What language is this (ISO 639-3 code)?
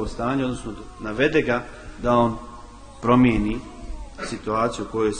bos